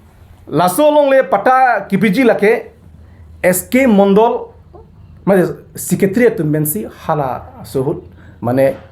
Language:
Karbi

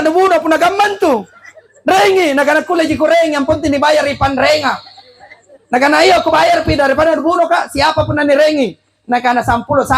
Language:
Makasar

